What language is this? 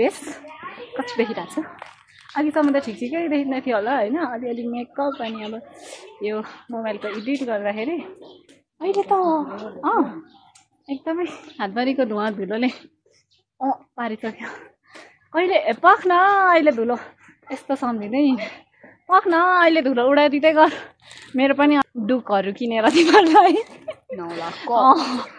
Nepali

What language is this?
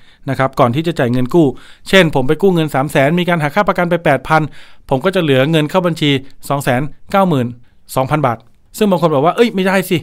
Thai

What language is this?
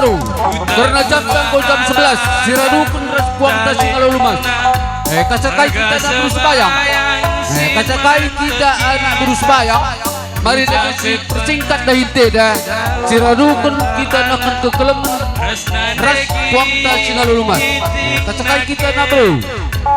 Batak Karo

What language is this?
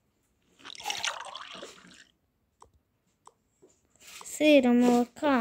Ukrainian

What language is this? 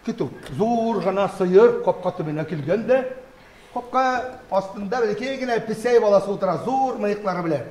Bashkir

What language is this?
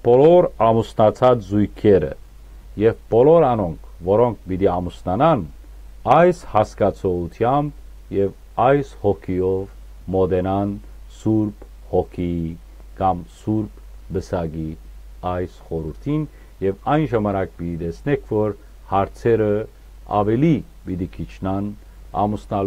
Western Armenian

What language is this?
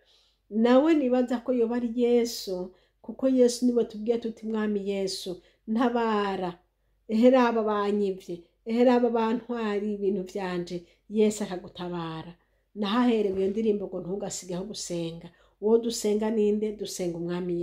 Rundi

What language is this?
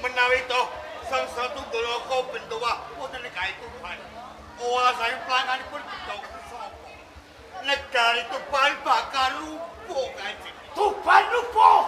Javanese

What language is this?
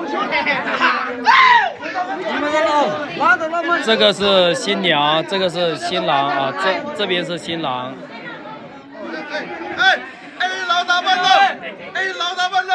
Chinese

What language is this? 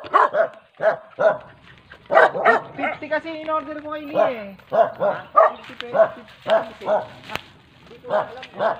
Filipino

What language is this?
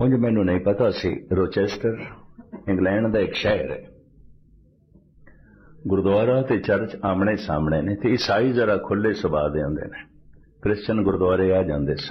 Punjabi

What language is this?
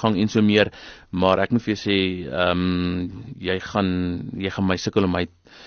Afrikaans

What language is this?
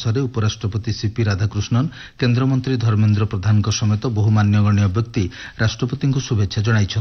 Odia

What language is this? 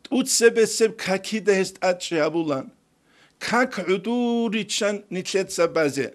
Avaric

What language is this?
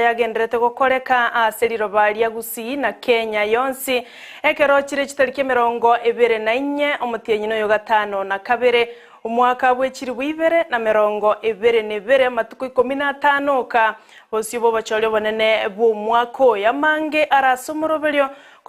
Gusii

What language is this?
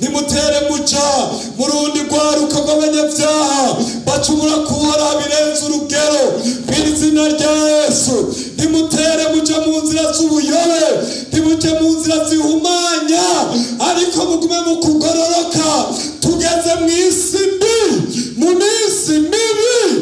Rundi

